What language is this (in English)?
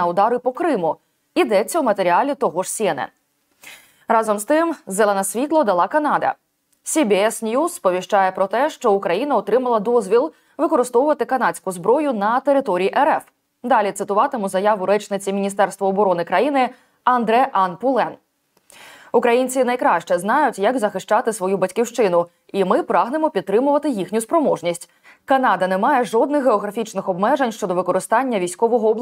Ukrainian